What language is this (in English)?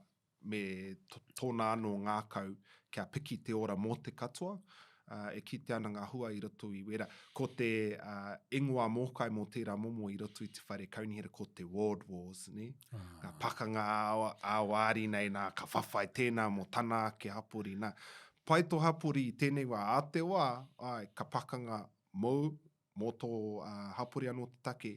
Māori